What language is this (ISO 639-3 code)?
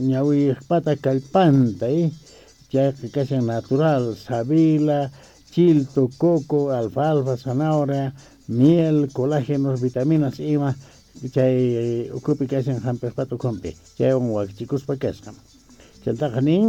quh